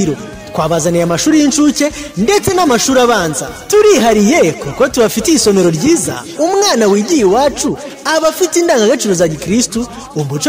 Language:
Kinyarwanda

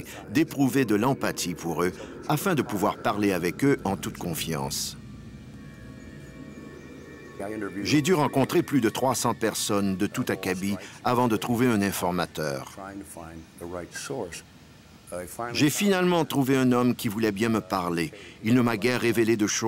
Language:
French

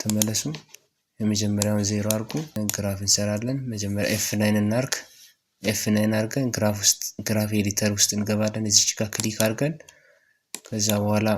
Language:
Amharic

